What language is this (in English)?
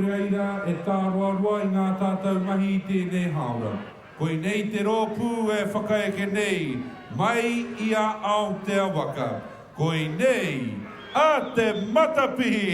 Māori